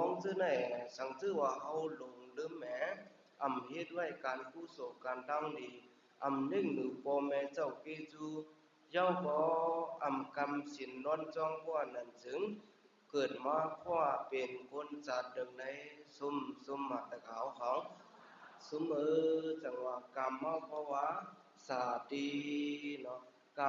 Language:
Shan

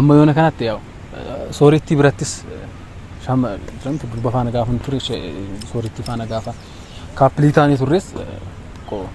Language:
Oromo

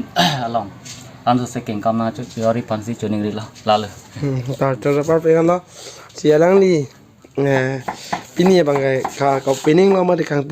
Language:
Karbi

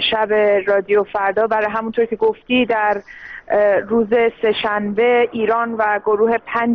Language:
Persian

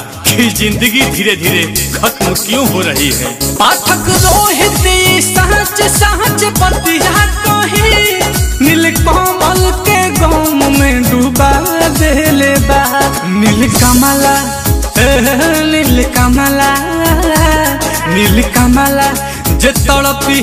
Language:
Bhojpuri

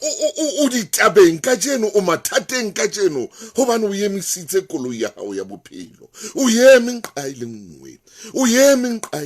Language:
Southern Sotho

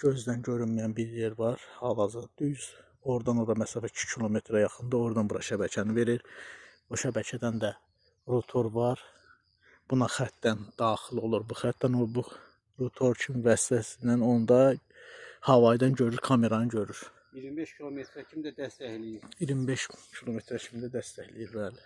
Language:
Azerbaijani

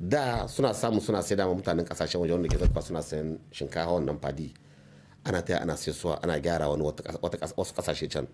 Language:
Hausa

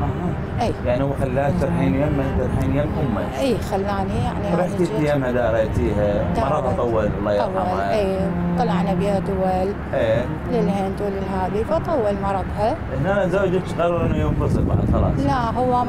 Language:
Mesopotamian Arabic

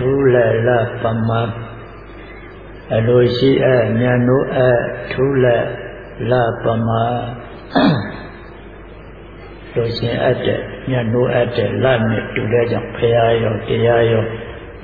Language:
Burmese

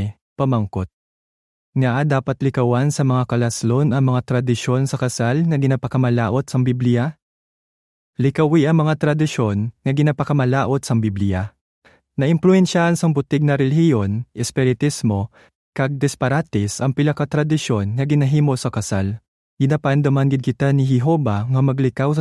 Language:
Hiligaynon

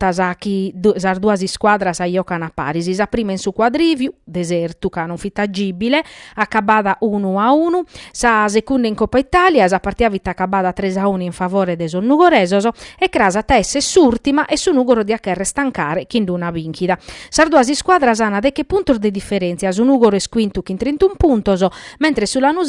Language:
Sardinian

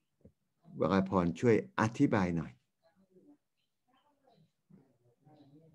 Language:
Thai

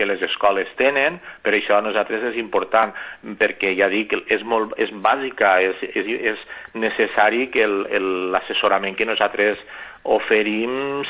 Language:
Catalan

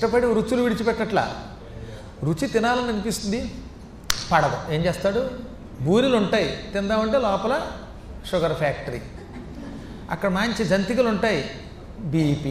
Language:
Telugu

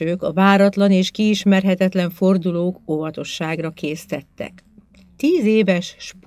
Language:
Hungarian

